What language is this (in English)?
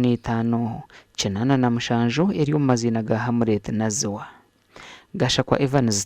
Nyankole